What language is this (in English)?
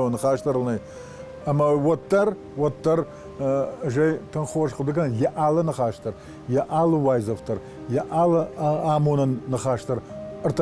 Ossetic